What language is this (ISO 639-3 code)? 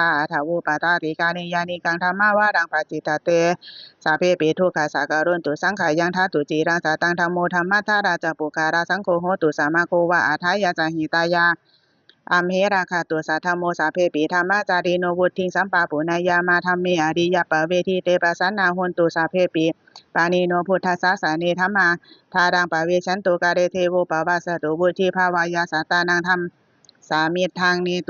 pli